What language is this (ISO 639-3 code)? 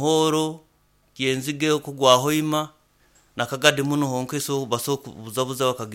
nyo